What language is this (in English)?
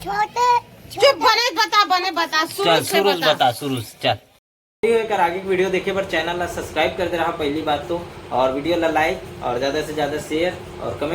Chhattisgarhi